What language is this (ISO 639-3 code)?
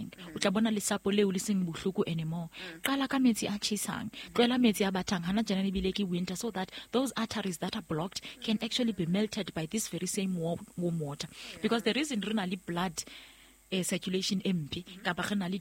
sot